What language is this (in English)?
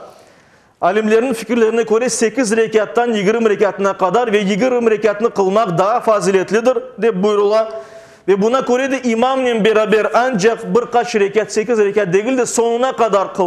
Crimean Tatar